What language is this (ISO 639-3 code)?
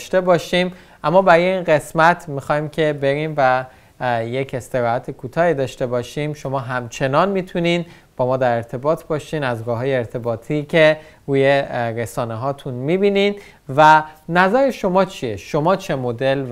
fas